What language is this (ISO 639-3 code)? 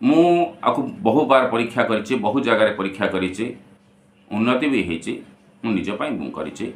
ori